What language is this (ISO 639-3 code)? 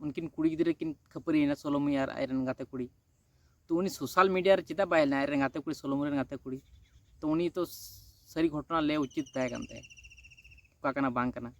sat